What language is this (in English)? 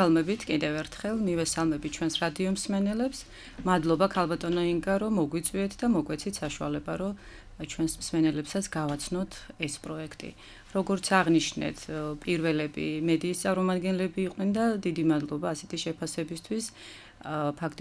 Georgian